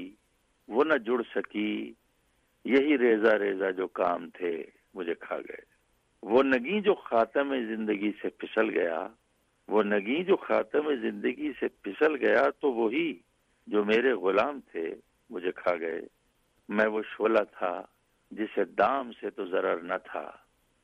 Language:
Urdu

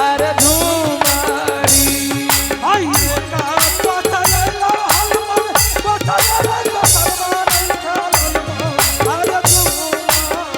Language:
Angika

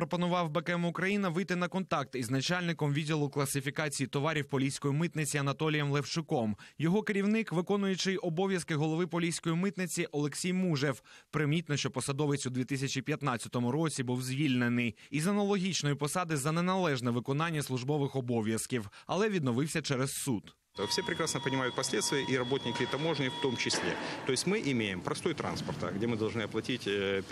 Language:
Ukrainian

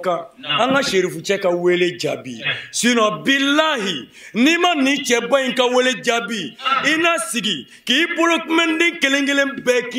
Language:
Bambara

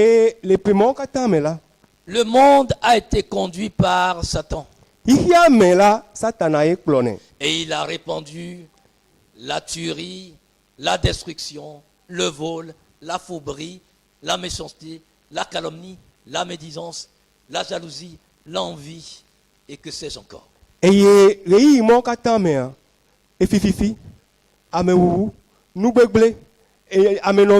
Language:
Ewe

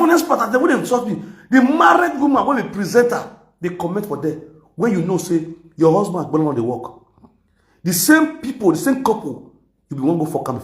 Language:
Nigerian Pidgin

